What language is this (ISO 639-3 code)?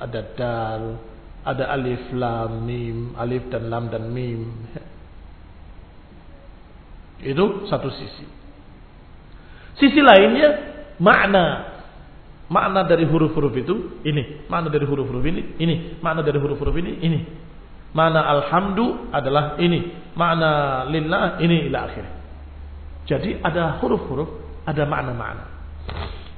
ind